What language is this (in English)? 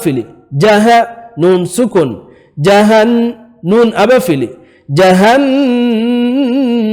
Divehi